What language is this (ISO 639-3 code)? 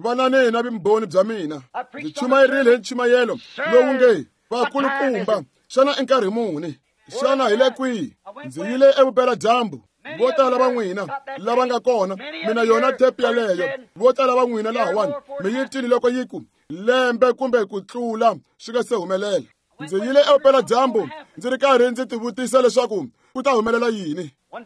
tso